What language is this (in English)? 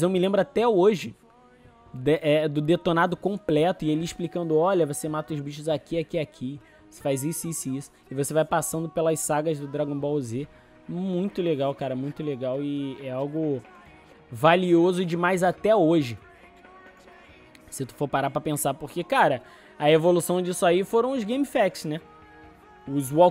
Portuguese